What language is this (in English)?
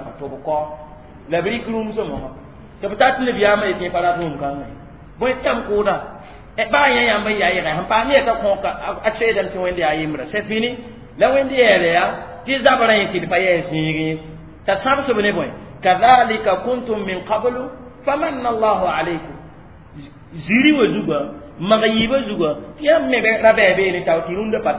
Mossi